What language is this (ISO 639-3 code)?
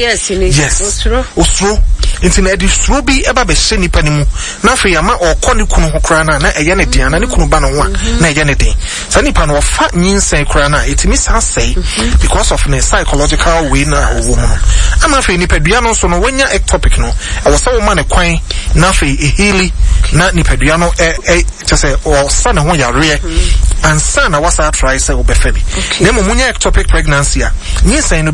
aka